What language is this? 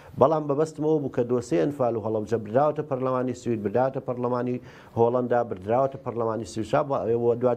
Central Kurdish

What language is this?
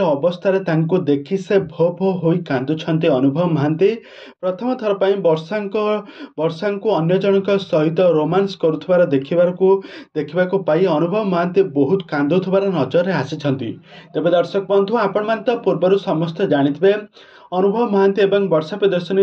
Odia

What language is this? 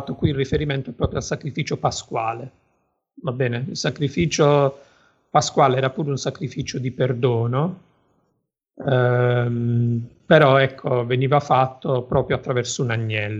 Italian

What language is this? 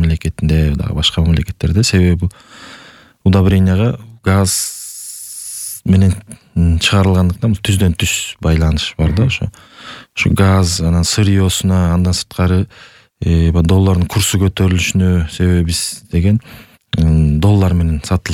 Kyrgyz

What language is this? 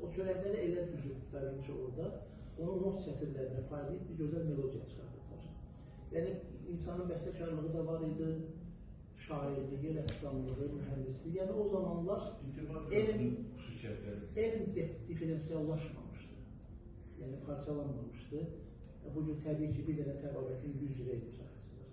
Azerbaijani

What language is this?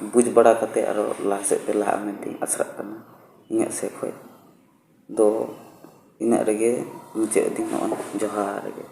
Santali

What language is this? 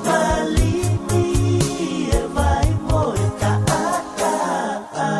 Tongan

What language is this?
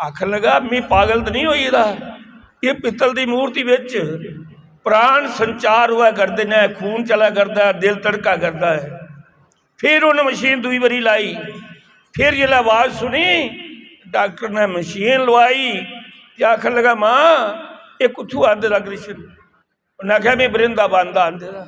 Dogri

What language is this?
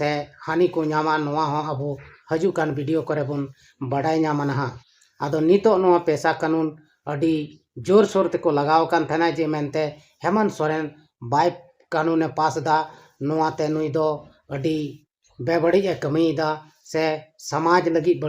Santali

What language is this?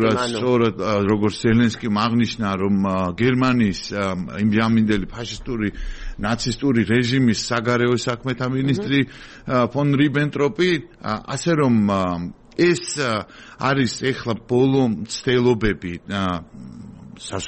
Georgian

